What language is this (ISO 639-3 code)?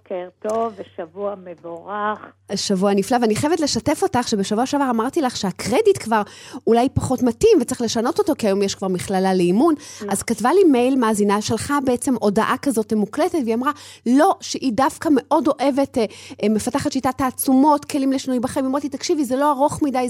heb